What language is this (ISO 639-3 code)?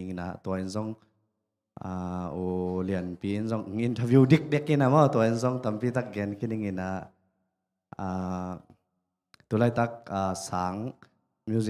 ctd